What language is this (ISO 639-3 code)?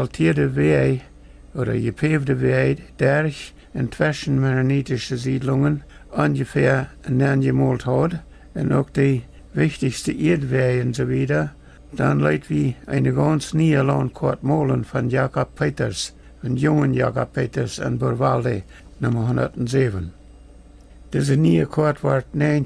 pdt